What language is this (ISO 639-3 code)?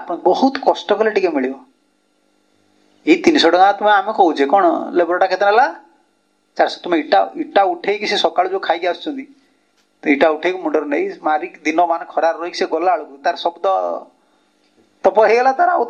ori